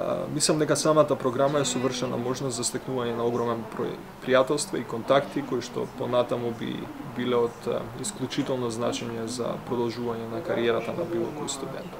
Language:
Macedonian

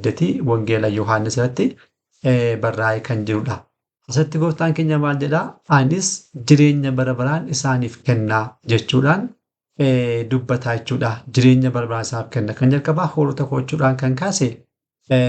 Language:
Oromo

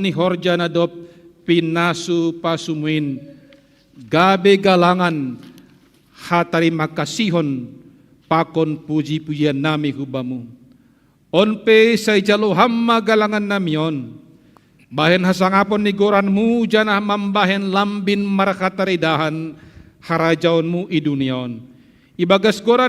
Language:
Batak Simalungun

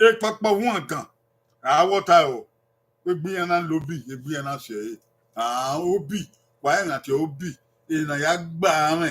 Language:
Bini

